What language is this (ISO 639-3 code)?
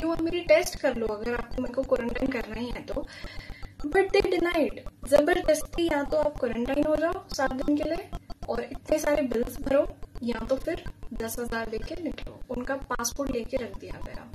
hin